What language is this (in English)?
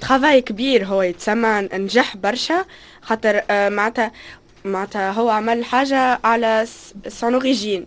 Tunisian Arabic